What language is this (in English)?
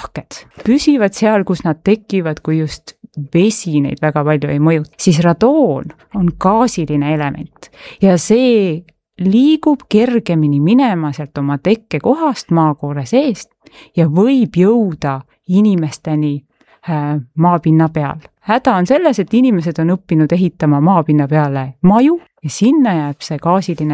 Estonian